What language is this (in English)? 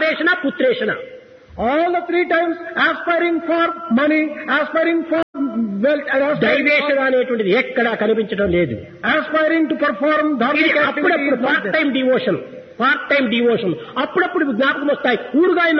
Telugu